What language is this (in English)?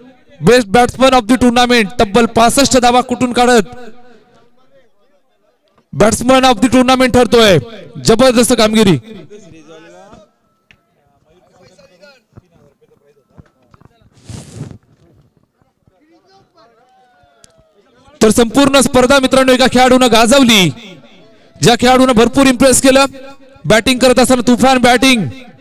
Marathi